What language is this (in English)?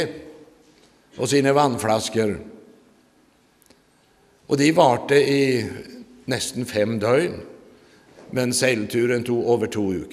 Norwegian